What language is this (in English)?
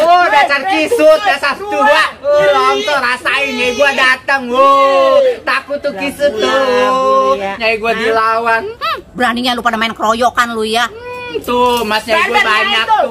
Betawi